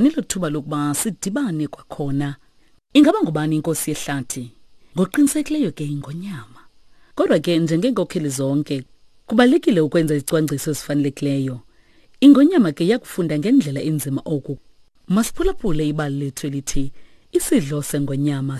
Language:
Xhosa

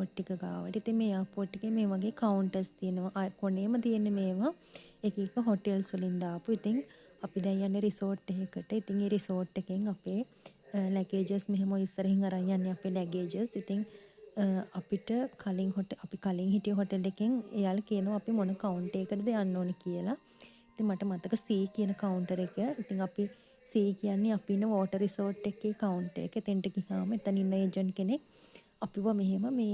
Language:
Sinhala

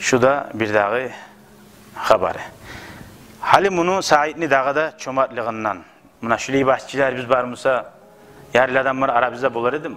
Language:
Kumyk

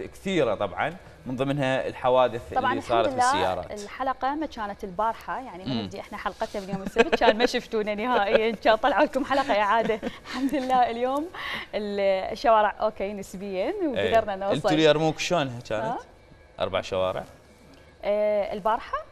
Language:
Mesopotamian Arabic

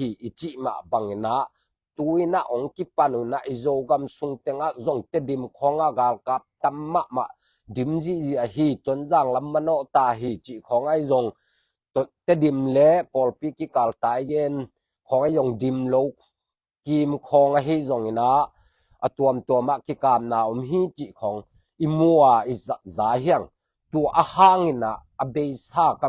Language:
Tedim Chin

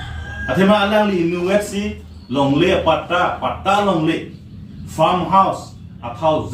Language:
Karbi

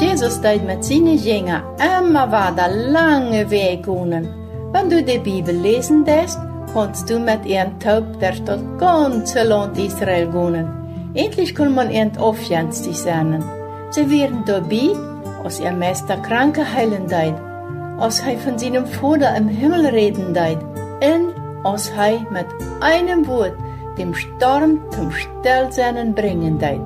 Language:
Plautdietsch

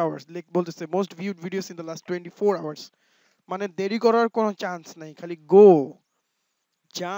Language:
Bangla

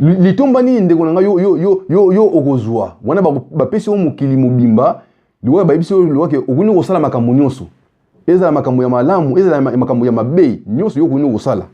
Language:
Lingala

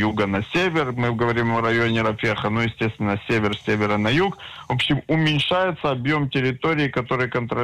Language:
Russian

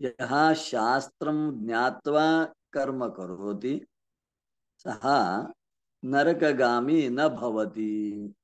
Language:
Sanskrit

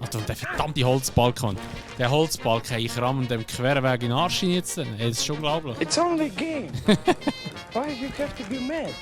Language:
Swiss German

